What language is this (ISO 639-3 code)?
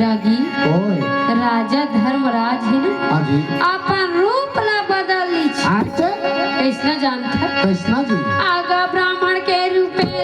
hne